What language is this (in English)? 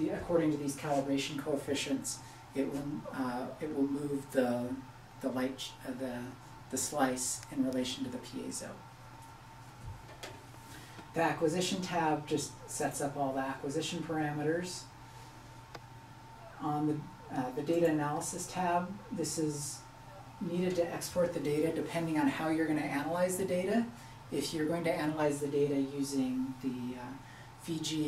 English